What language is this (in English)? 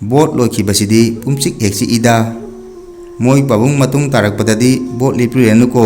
Manipuri